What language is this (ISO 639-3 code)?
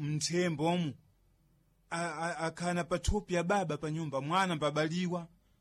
seh